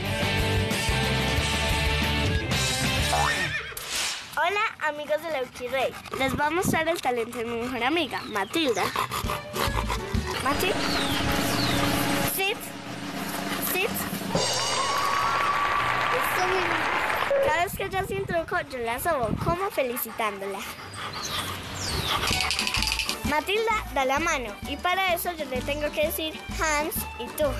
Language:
Spanish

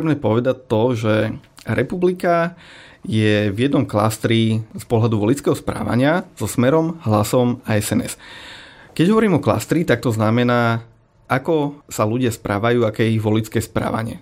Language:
Slovak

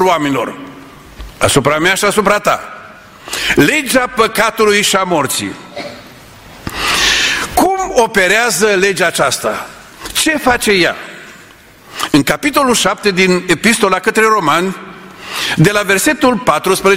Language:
Romanian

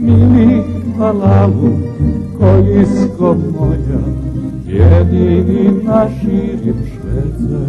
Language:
Rusyn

